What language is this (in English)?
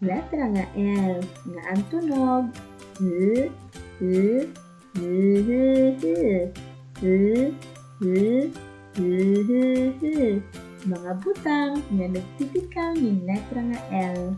Waray